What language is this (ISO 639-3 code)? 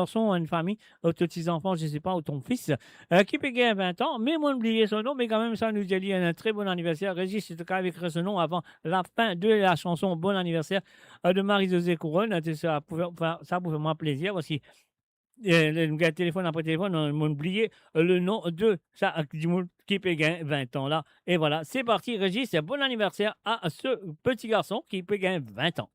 mfe